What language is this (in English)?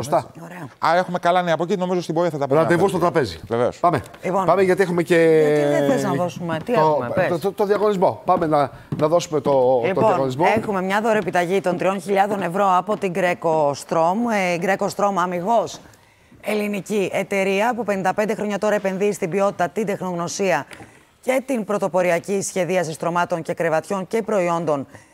Greek